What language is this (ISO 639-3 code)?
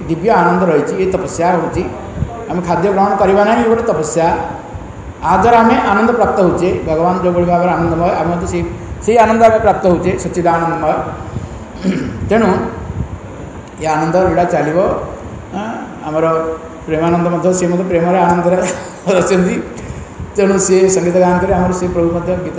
ori